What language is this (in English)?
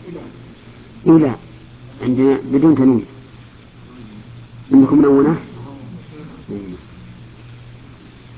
Arabic